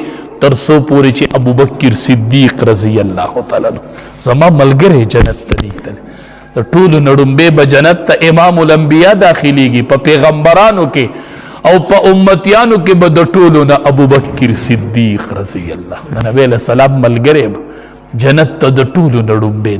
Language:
Pashto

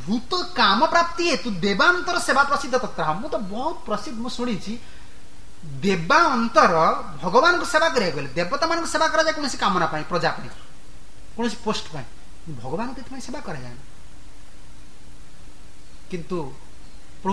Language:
Odia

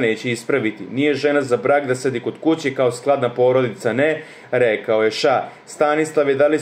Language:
Serbian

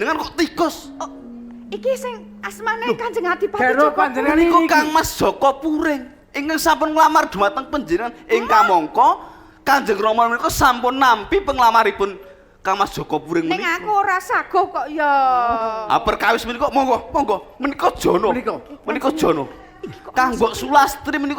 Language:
Javanese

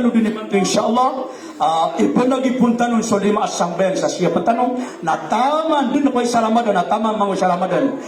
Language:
Maranao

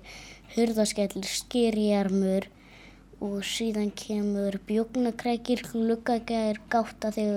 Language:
Icelandic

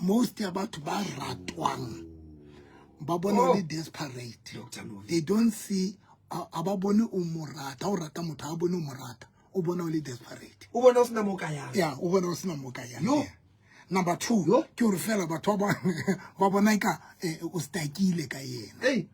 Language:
Southern Sotho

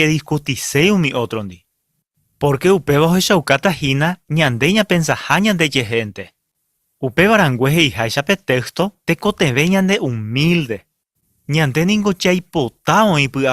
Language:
Guarani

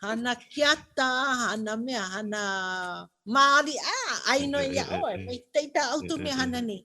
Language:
Hawaiian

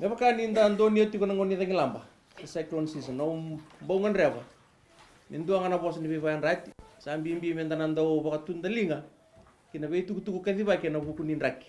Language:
Fijian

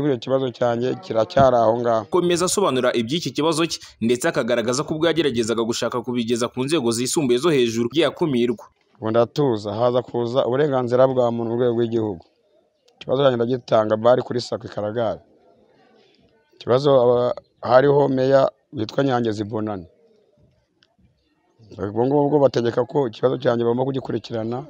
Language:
Kinyarwanda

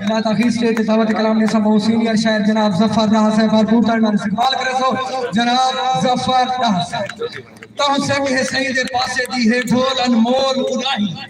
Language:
Saraiki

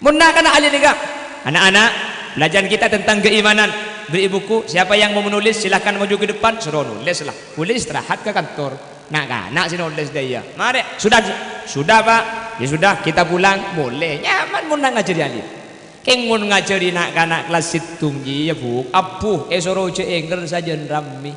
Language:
Madurese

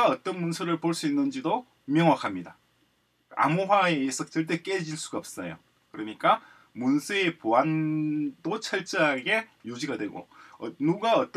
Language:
Korean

